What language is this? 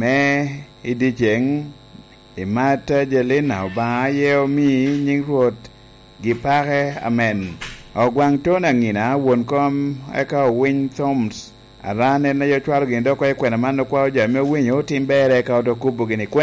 Lango (Uganda)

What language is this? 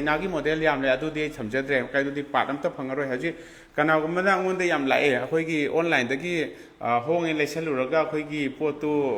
Manipuri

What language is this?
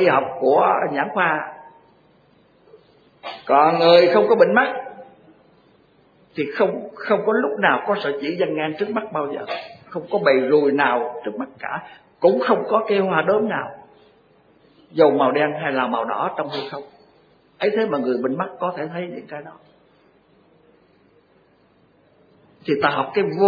Vietnamese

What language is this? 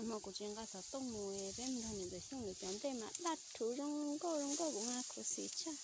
Hmong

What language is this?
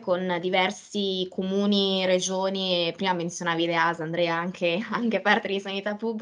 Italian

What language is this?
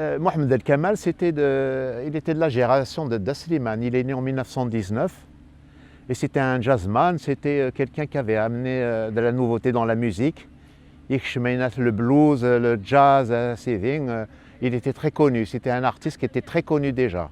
Kabyle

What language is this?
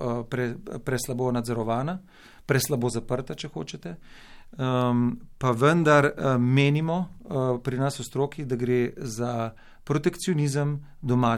Slovenian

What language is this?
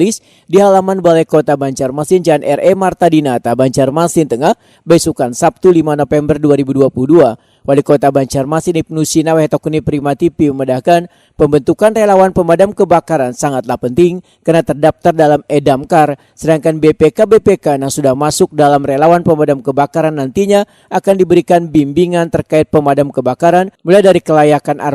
Banjar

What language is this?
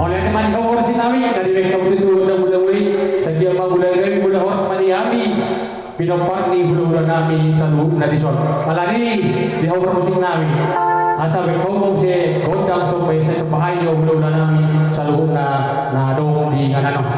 Batak Toba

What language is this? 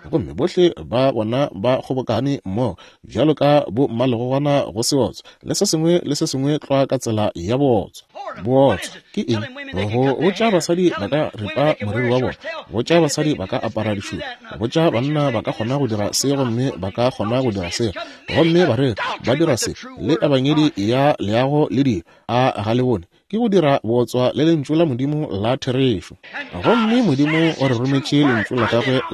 Northern Sotho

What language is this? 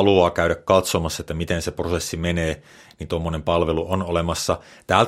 Finnish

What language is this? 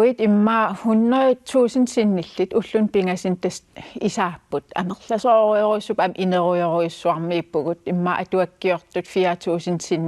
Kalaallisut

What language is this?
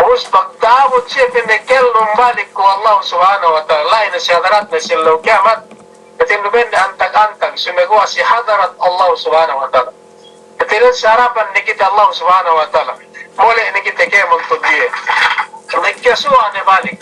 Yakan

